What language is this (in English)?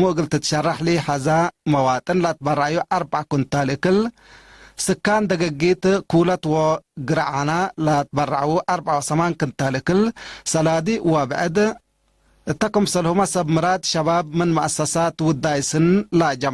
Tigre